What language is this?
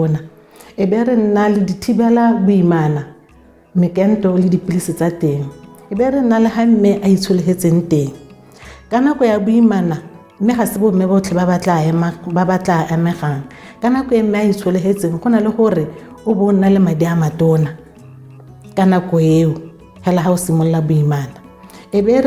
Tswana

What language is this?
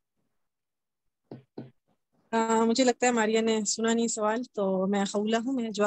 Urdu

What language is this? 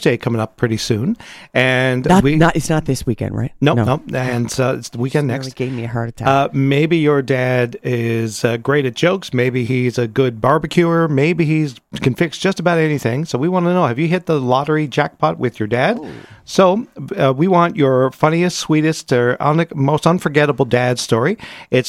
English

